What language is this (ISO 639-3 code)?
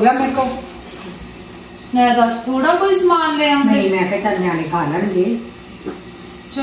pan